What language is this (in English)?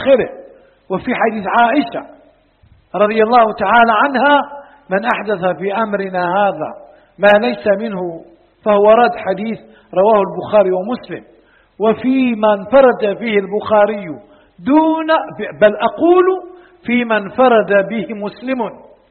Arabic